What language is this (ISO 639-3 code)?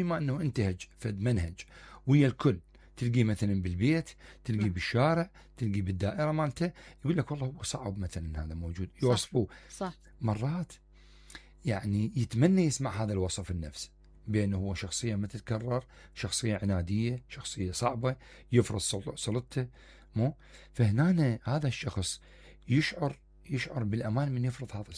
acm